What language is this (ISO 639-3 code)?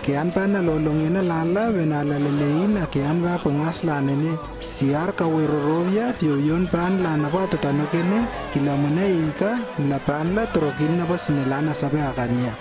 lww